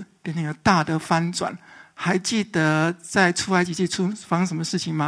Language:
Chinese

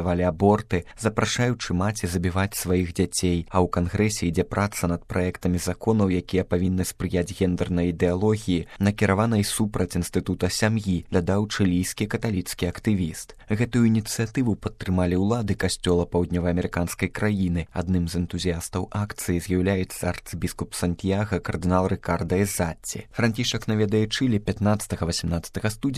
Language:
Belarusian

